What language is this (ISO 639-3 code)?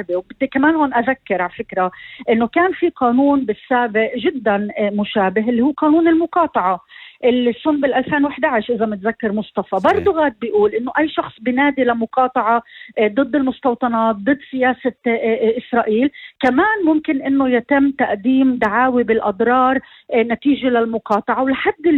apc